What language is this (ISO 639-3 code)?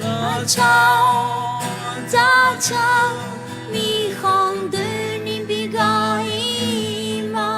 ahk